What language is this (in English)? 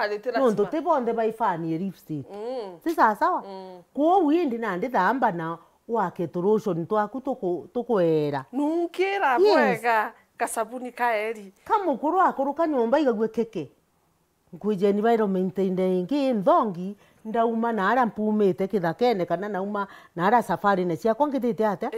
Meru